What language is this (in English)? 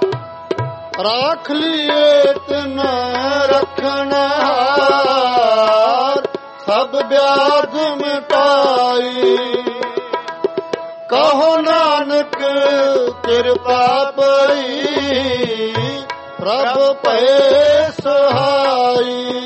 Punjabi